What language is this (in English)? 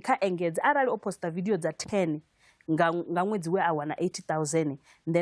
Venda